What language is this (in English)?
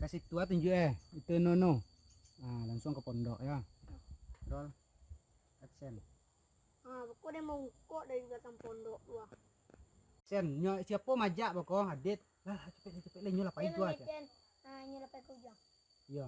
Minangkabau